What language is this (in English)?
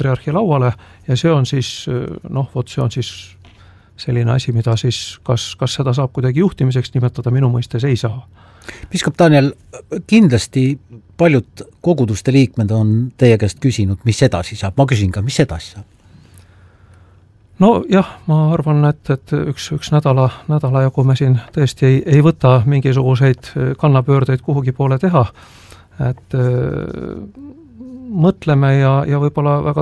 Estonian